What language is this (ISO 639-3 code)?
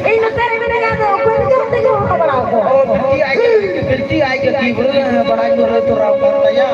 sat